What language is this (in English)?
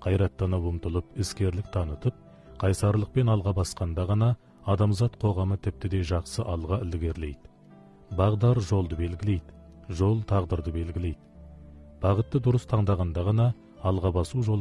Kazakh